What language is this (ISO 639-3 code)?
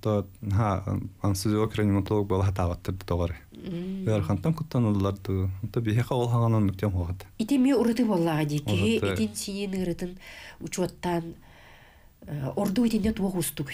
sah